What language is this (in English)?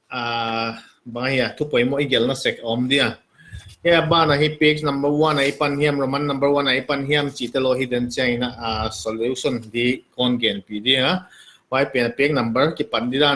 Paite Chin